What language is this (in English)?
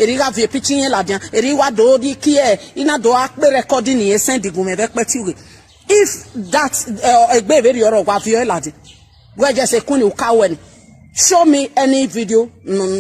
Nigerian Pidgin